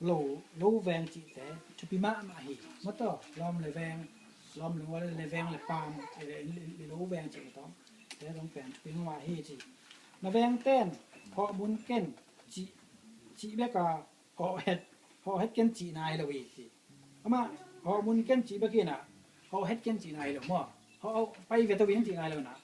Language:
Tedim Chin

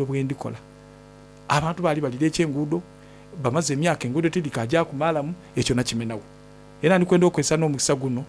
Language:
Soga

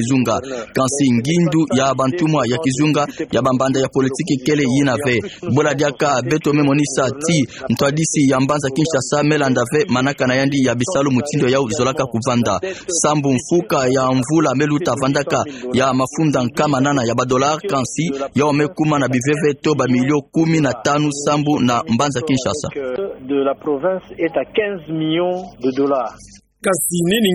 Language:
Kituba (Democratic Republic of Congo)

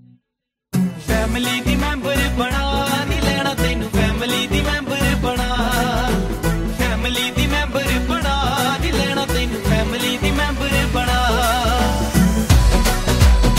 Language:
Punjabi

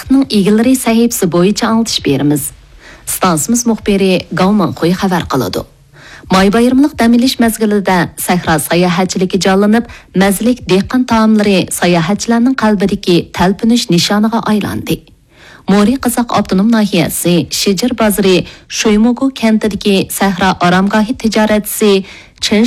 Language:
Uyghur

